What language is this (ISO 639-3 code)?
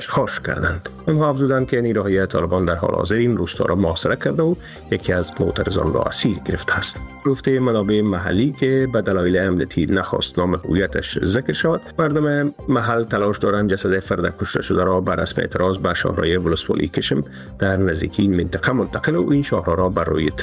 fas